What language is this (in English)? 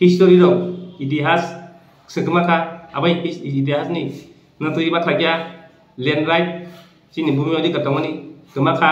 Kok Borok